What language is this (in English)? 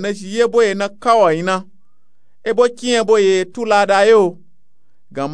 Nupe-Nupe-Tako